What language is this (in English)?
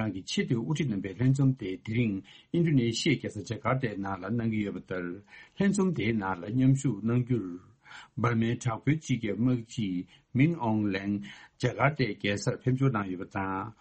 Tibetan